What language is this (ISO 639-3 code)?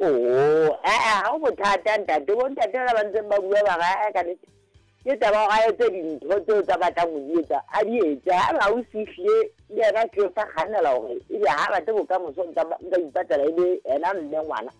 sot